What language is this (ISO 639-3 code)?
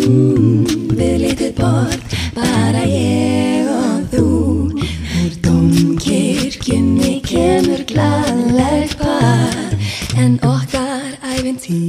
isl